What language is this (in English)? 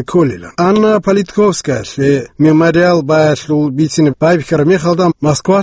Avaric